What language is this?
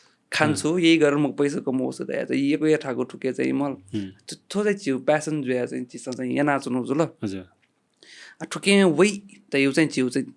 Newari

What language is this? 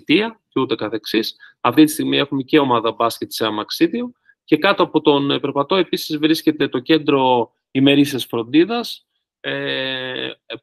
Greek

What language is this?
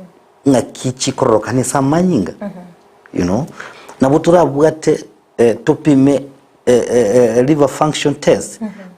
Gusii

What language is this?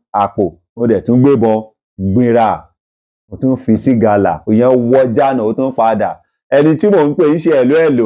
Yoruba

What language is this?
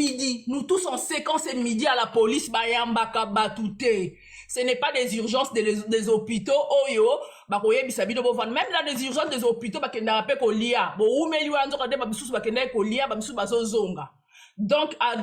Lingala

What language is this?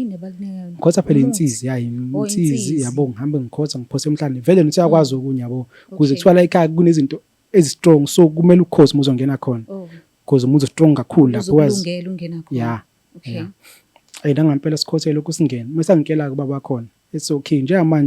Zulu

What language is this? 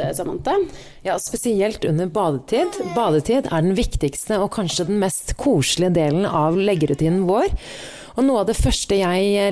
Norwegian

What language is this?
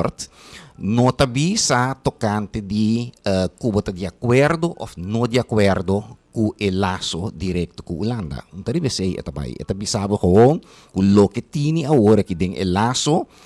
Papiamento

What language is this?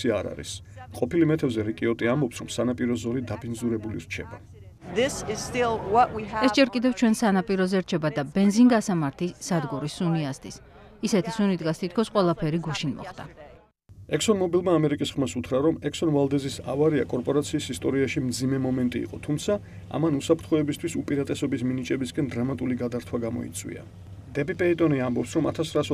Georgian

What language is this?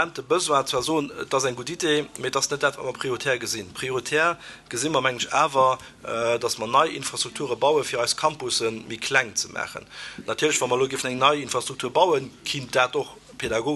Luxembourgish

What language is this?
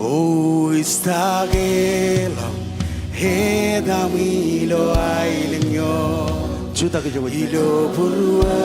Marshallese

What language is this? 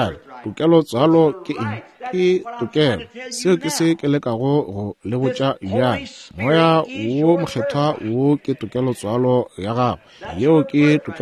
Northern Sotho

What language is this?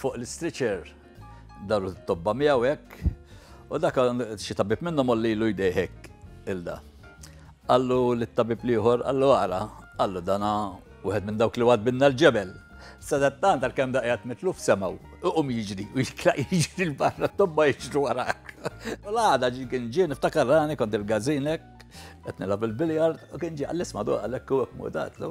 Maltese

